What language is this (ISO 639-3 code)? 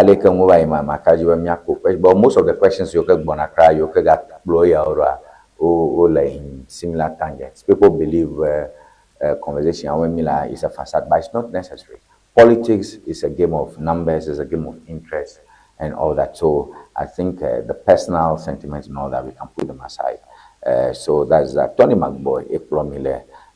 ewe